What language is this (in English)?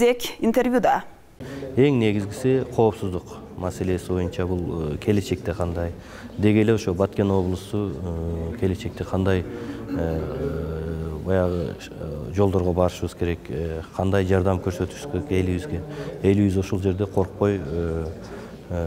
Kyrgyz